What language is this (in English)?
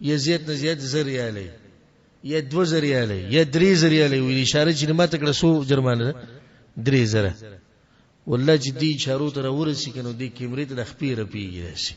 Pashto